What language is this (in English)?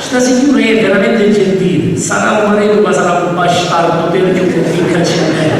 Sicilian